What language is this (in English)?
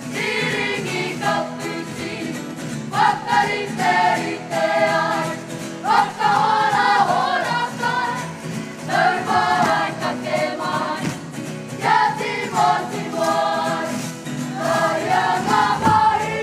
Māori